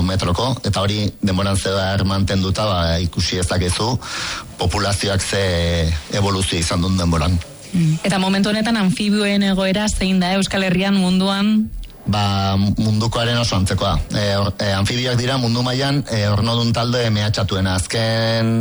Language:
Basque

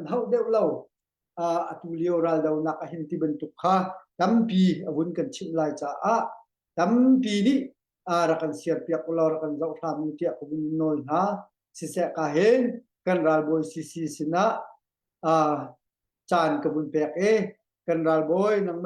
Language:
Hakha Chin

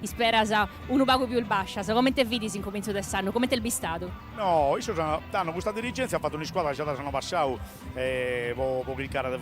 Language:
Sardinian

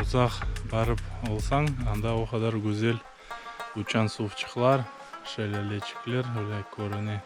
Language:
Crimean Tatar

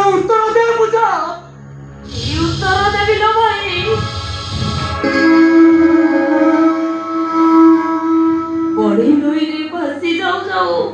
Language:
Odia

